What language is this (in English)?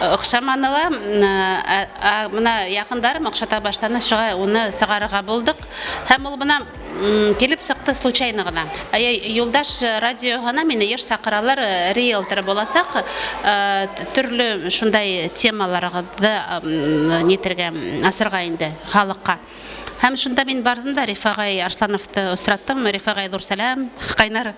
Bashkir